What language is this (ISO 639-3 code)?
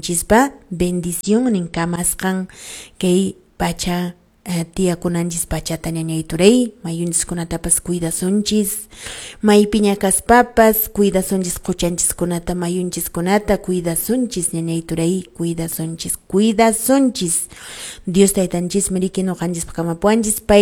que